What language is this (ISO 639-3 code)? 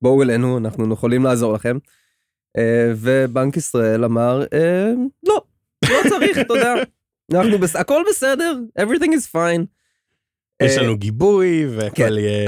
heb